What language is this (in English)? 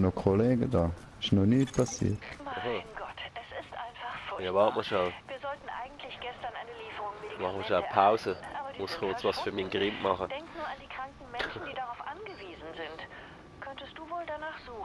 Swiss German